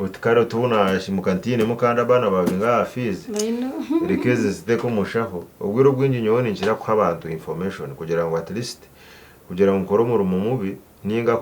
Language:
Nyankole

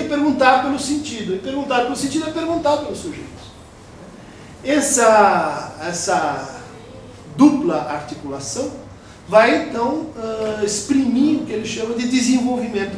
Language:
Portuguese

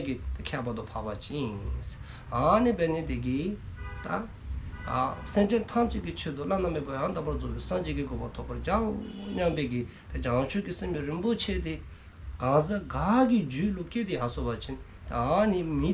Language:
Dzongkha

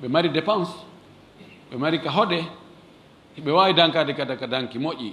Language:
Fula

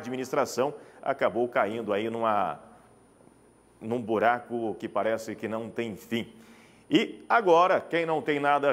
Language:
Portuguese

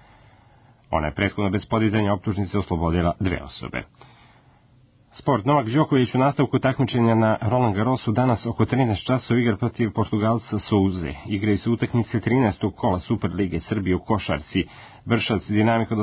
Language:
Serbian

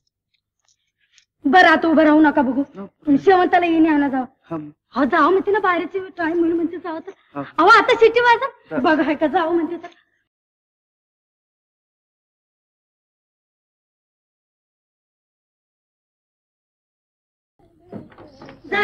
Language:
Marathi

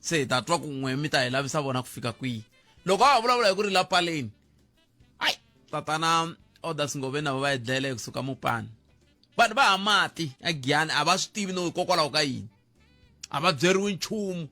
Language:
Tsonga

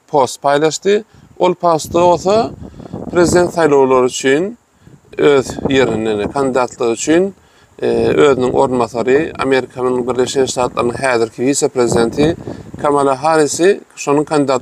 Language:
Turkmen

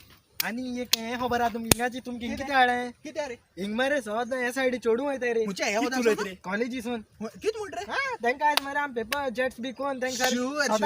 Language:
Konkani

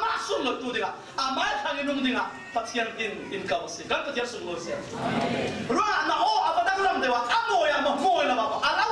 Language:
Falam Chin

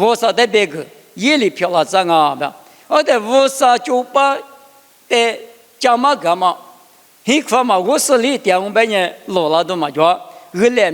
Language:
Lisu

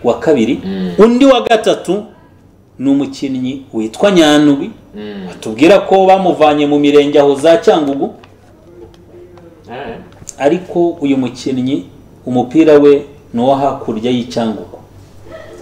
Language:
Kinyarwanda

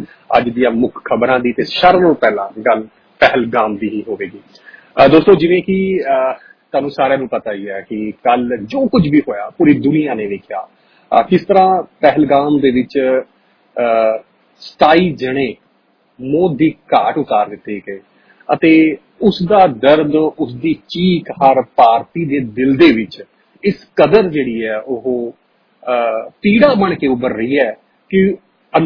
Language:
Punjabi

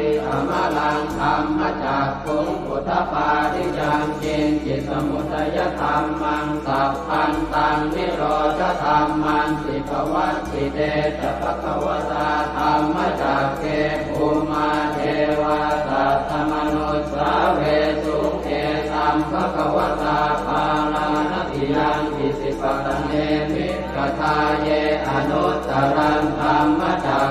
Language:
Pali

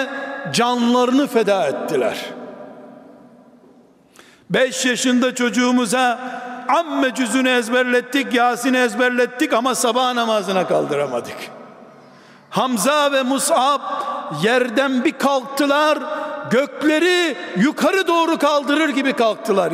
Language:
Turkish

